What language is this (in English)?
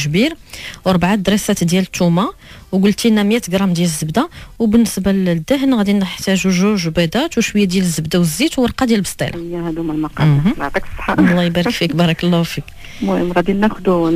Moroccan Arabic